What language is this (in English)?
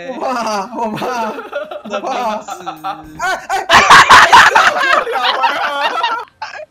Chinese